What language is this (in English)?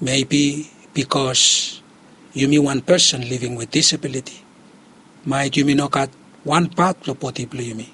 Bislama